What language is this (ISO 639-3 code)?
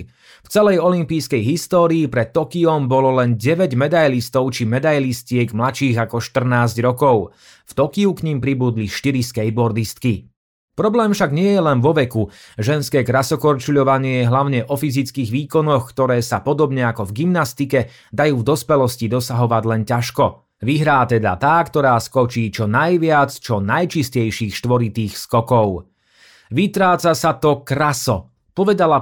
slk